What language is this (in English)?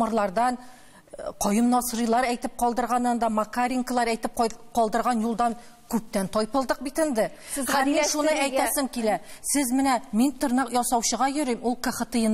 Tatar